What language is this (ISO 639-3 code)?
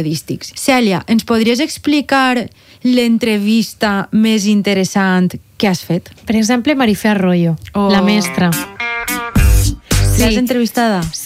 cat